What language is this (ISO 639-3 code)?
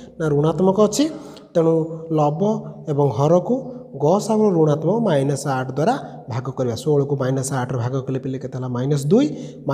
ori